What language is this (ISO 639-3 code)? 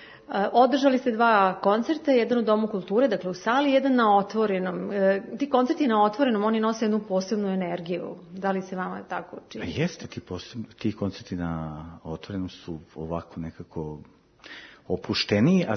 srp